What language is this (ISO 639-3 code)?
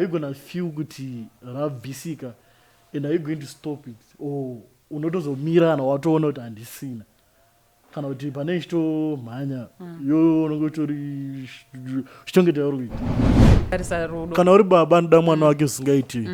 sna